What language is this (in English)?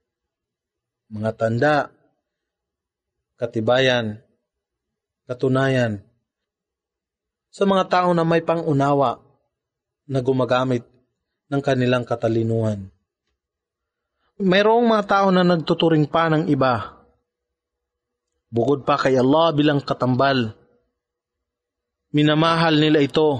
Filipino